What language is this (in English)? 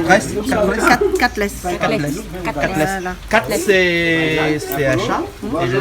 Réunion Creole French